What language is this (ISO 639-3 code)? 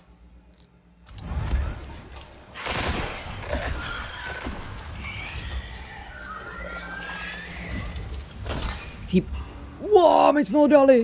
ces